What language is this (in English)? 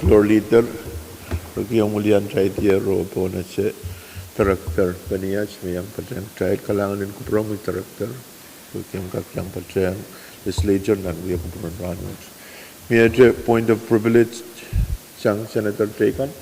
Pohnpeian